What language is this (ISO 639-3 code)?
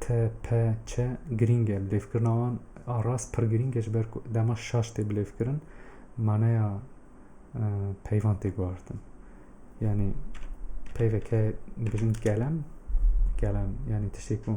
kur